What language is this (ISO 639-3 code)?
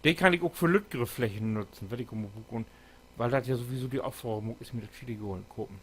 nds